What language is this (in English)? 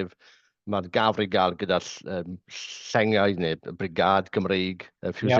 Welsh